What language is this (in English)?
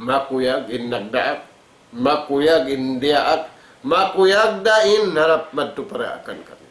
Tausug